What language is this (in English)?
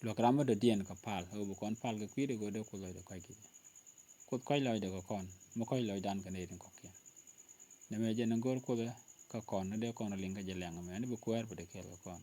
Nuer